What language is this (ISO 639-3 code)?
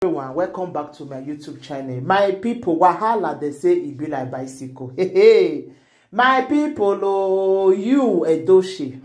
pcm